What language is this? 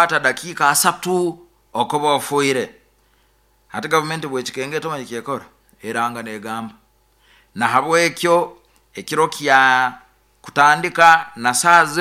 Nyoro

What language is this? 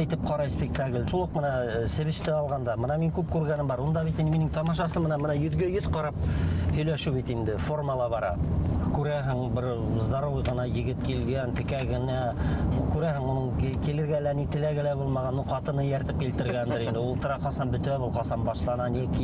Bashkir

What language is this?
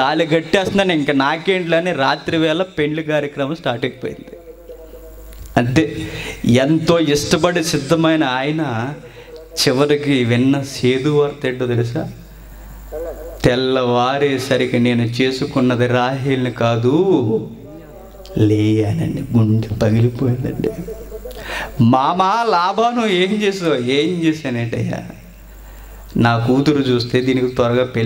Telugu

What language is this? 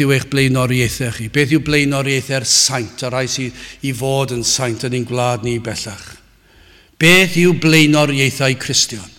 Welsh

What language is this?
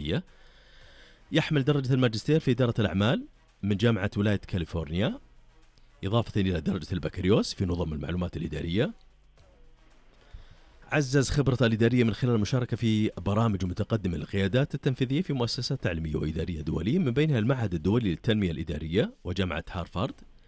Arabic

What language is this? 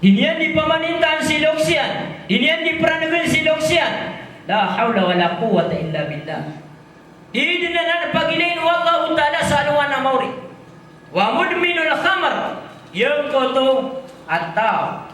Maranao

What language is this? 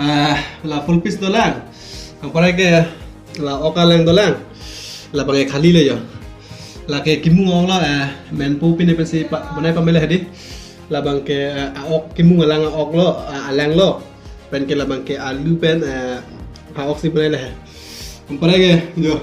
Karbi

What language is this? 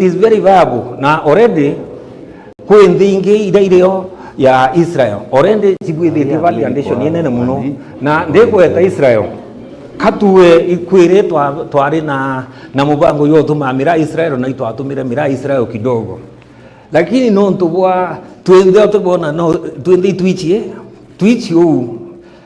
Meru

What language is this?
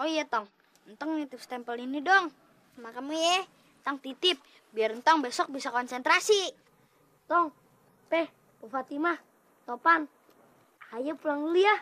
Betawi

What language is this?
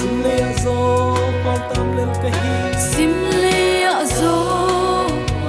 Tedim Chin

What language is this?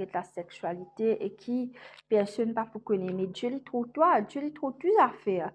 Morisyen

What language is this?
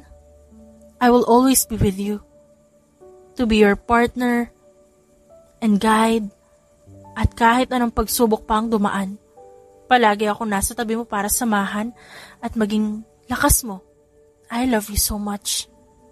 Filipino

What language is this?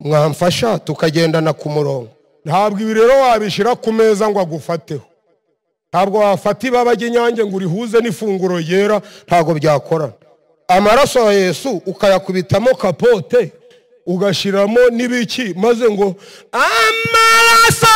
Kinyarwanda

